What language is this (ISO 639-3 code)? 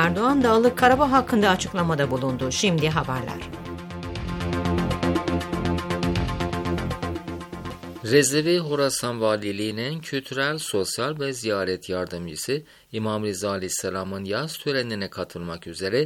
tur